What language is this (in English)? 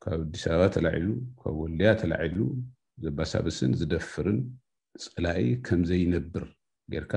Tigrinya